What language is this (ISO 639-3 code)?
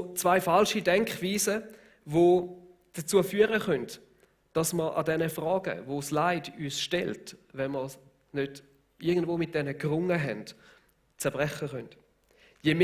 gsw